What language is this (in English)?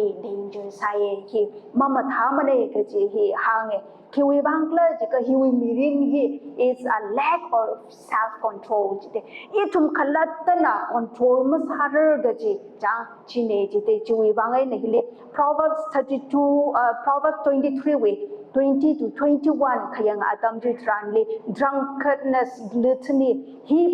Tangkhul Naga (India)